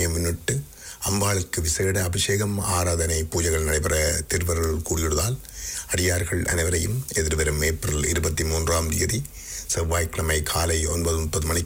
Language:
Tamil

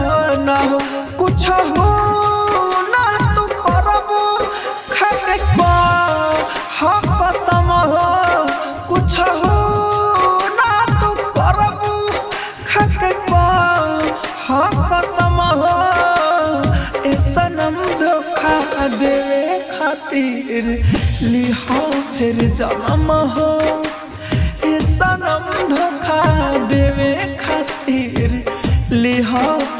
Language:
Bhojpuri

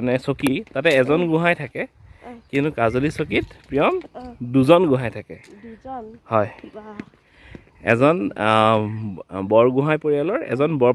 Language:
Assamese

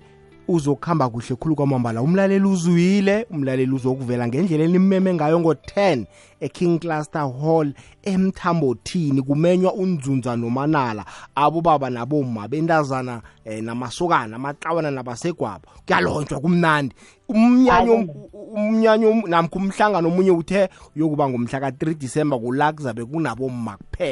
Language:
South Ndebele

